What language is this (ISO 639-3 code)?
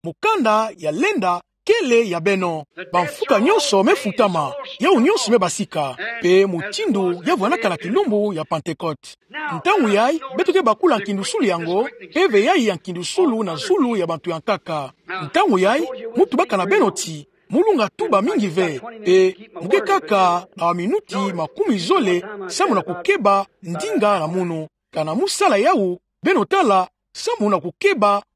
ktu